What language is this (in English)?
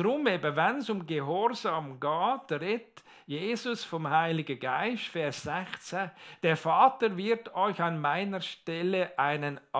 Swiss German